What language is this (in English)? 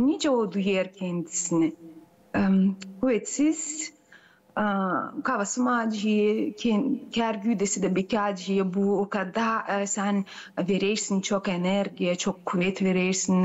Gagauz